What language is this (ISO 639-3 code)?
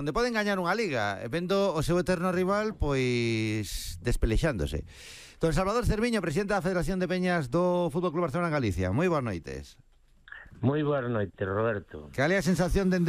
glg